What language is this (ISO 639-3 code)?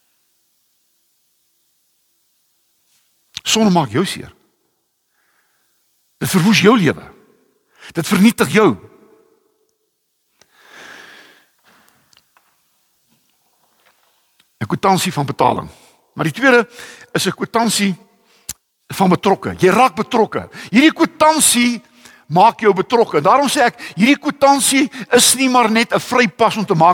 afr